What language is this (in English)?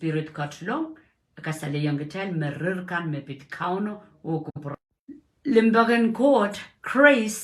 Pohnpeian